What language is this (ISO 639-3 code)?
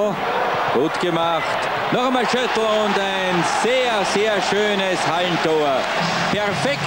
deu